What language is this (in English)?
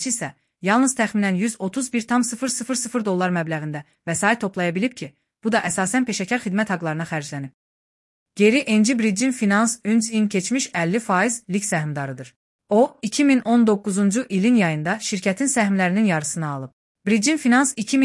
Azerbaijani